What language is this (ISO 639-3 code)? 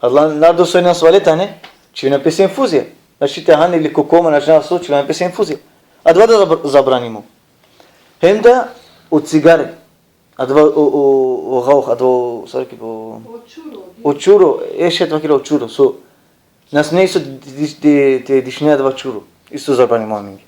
rmn